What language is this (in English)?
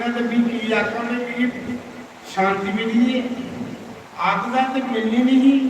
Dogri